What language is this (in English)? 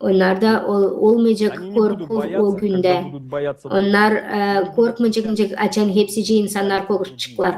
Gagauz